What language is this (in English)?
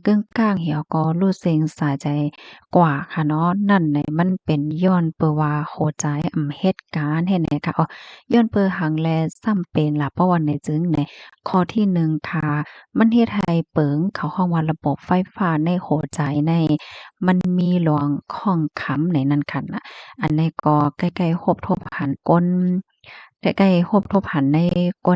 Shan